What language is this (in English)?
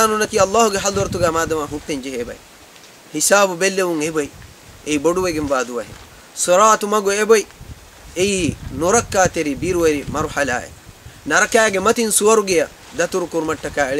Divehi